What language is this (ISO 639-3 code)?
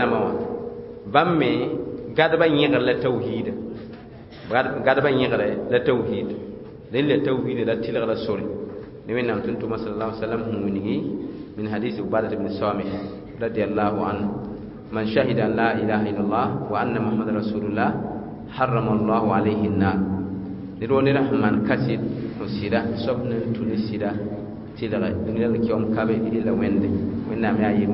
mos